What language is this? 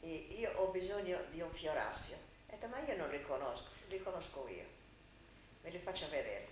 Sardinian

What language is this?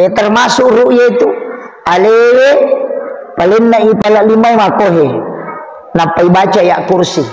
Buginese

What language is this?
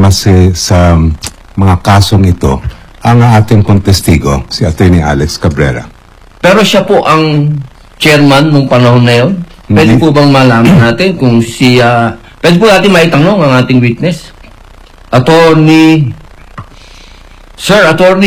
Filipino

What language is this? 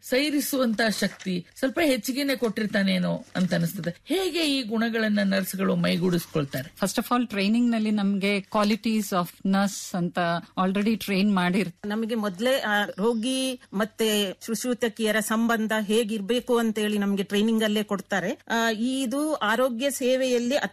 Kannada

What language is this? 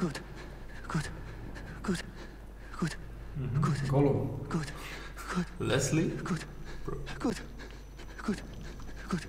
Swiss German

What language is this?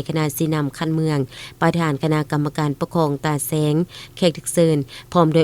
Lao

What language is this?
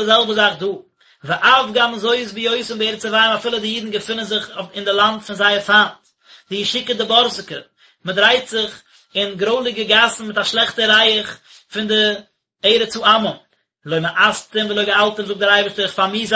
Yiddish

